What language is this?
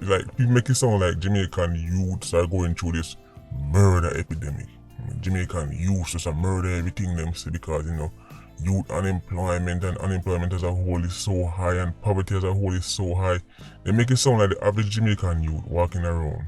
Jamaican Creole English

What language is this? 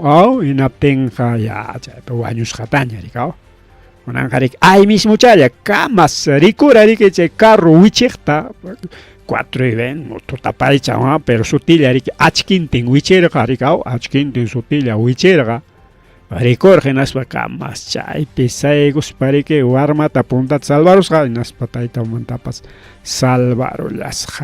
Ayacucho Quechua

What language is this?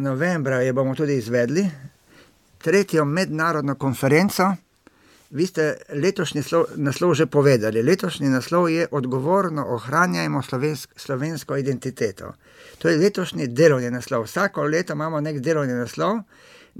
Slovenian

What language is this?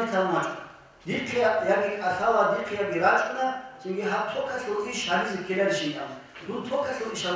Avaric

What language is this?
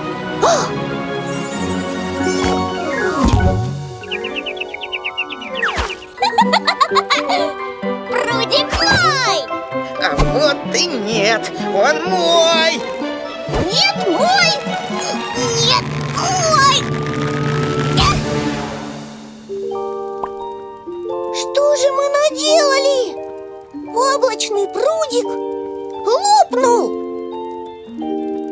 Russian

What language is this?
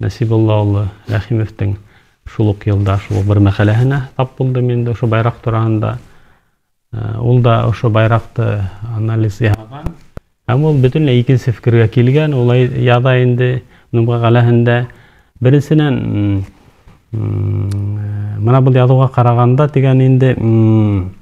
Bashkir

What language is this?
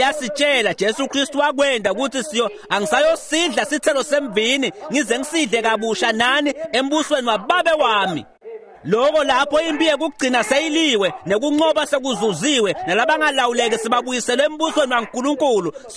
Swati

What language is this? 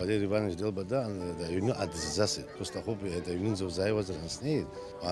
Abkhazian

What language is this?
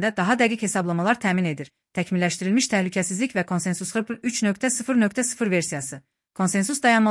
Azerbaijani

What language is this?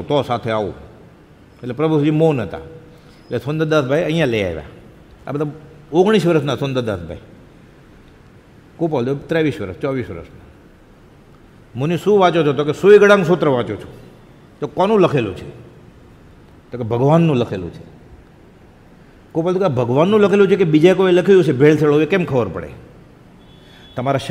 Gujarati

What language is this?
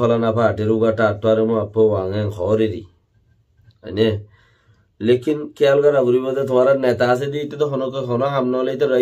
Rohingya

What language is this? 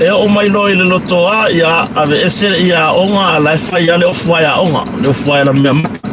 Samoan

